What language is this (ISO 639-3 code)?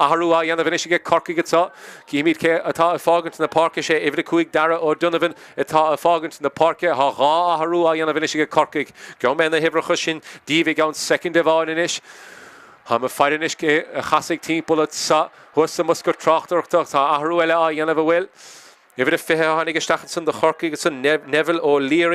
gle